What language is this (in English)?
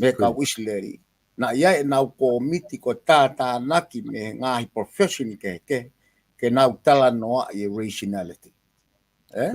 Tongan